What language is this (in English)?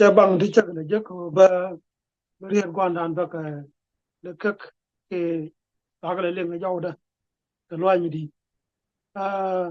Nuer